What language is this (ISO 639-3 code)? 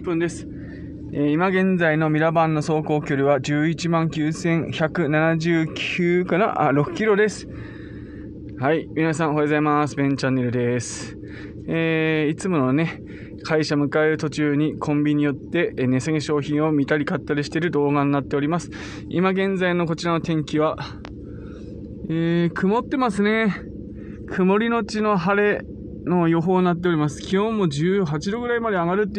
jpn